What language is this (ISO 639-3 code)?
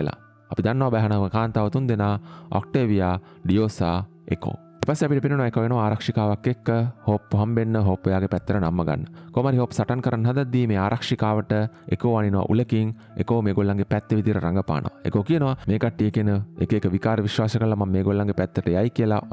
sin